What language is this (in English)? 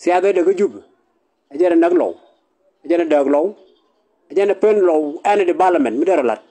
Nuer